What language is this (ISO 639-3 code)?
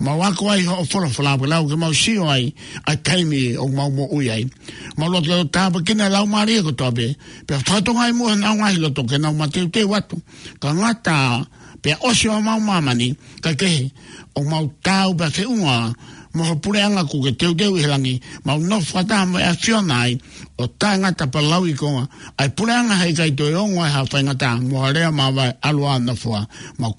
ton